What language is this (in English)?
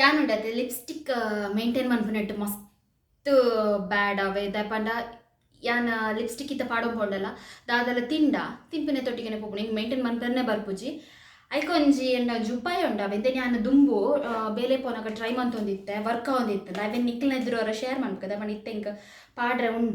Tulu